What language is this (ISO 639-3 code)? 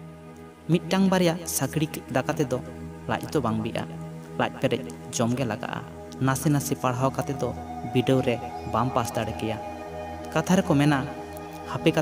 sat